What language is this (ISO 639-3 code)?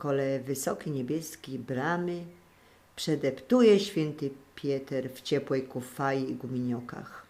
szl